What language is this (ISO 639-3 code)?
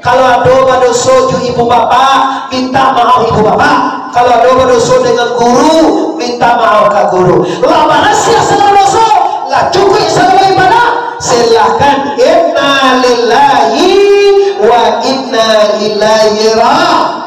min